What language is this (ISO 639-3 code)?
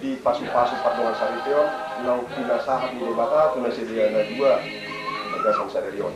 bbc